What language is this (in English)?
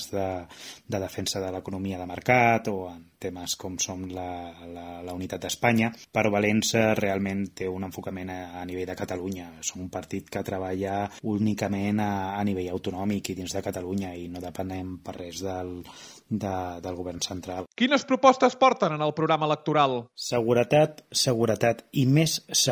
Catalan